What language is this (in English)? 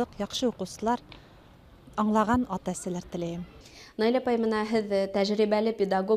Bashkir